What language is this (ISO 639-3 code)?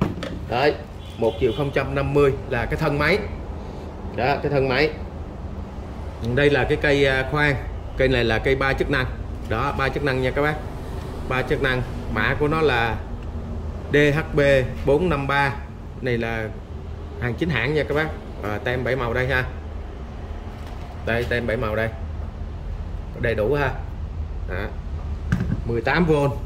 vie